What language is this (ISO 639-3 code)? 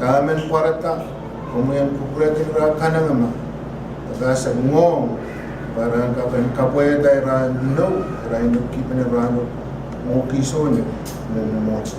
pon